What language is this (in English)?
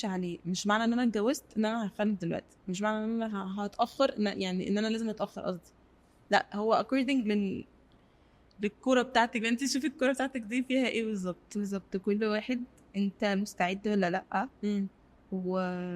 Egyptian Arabic